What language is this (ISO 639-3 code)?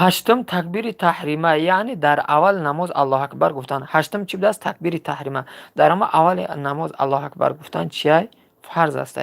tgk